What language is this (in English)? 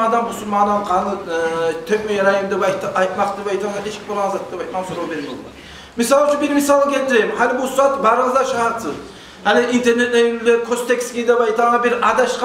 Kumyk